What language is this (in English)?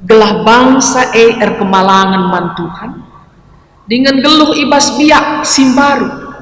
Batak Karo